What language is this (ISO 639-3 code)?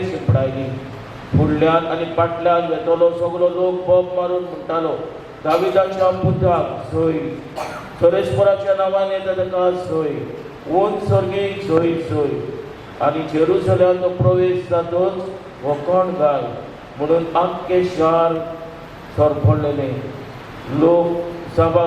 kok